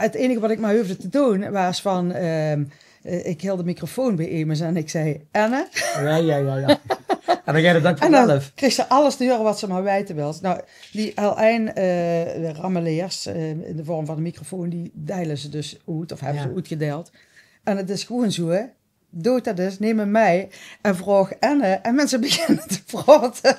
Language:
Limburgish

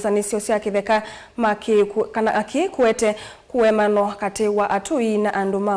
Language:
Kamba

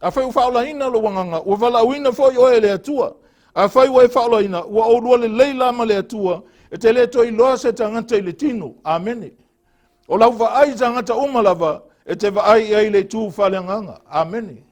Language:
Samoan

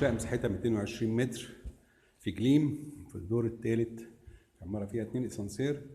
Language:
Egyptian Arabic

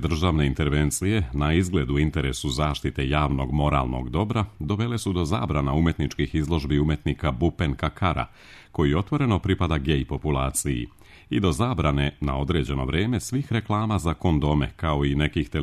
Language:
Serbian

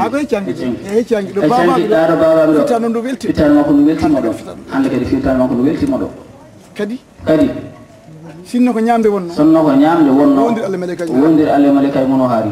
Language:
Fula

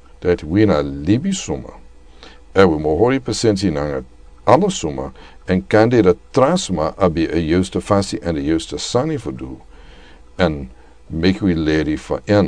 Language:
Sranan Tongo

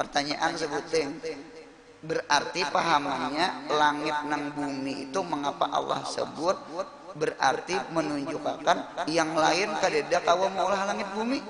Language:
Banjar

